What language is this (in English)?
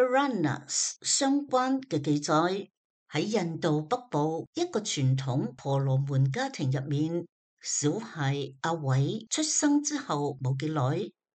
Cantonese